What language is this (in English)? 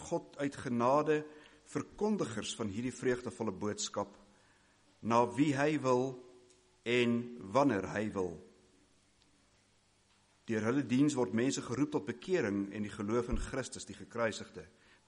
Afrikaans